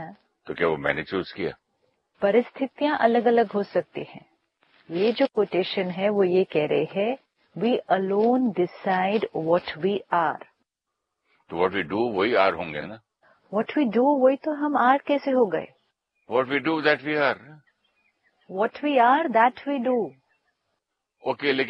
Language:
Hindi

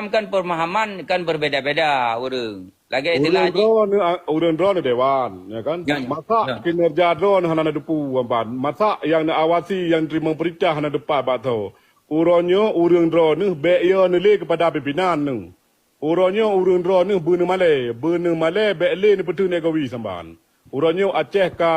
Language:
Achinese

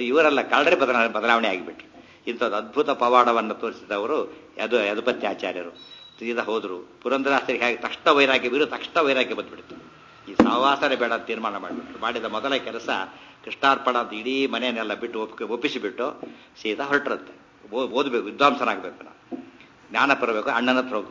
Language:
Kannada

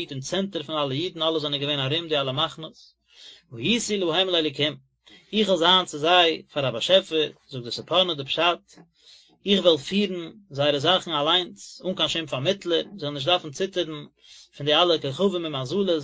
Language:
Yiddish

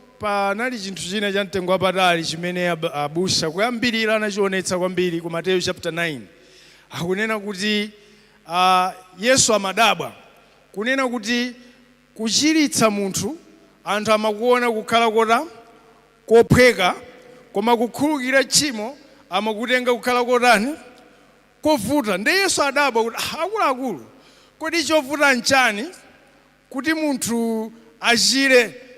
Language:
Nyanja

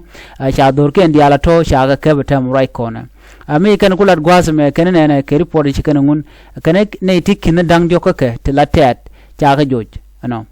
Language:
Nuer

